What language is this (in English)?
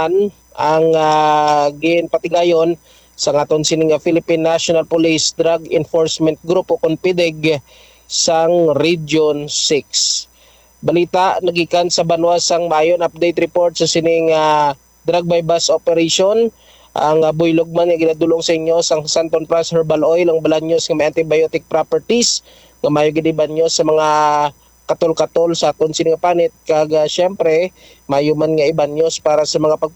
Hiligaynon